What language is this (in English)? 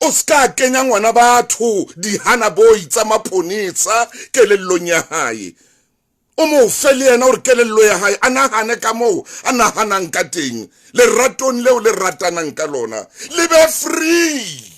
Southern Sotho